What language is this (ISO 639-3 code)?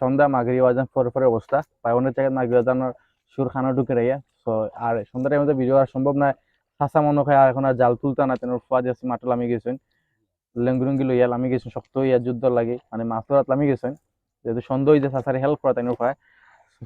syl